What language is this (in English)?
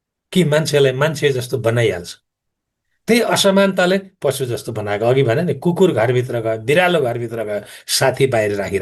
Nepali